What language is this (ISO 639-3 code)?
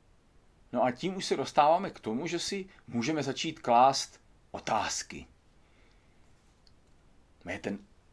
ces